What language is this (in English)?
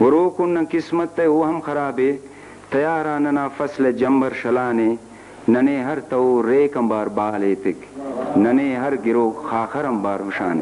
Brahui